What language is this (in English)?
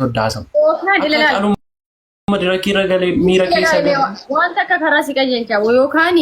Oromo